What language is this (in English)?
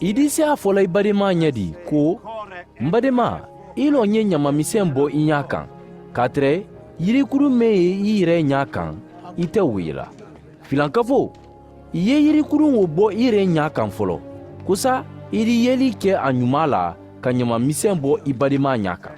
Mandingo